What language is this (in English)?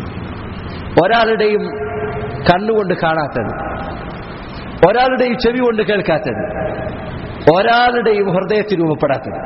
Malayalam